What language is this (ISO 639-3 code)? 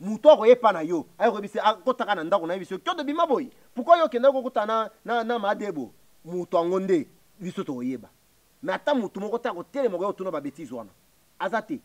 lin